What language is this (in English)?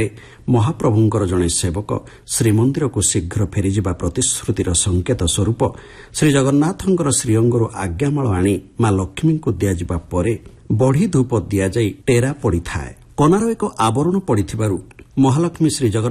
Odia